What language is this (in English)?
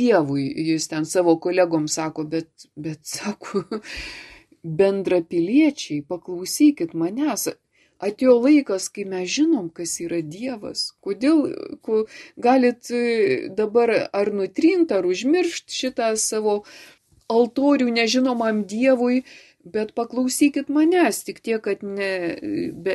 Lithuanian